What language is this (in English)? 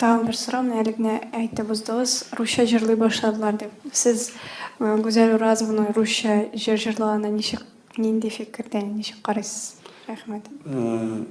Tatar